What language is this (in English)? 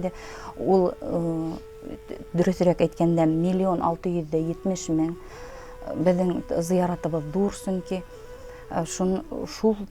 Bashkir